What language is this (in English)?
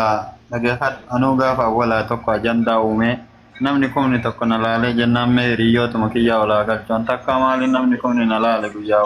Oromo